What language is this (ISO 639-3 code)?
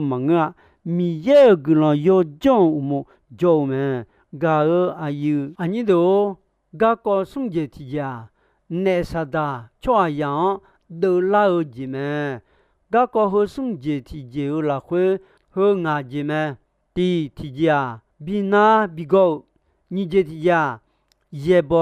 ahk